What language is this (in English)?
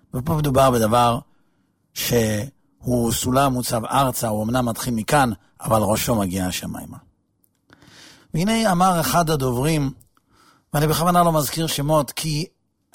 Hebrew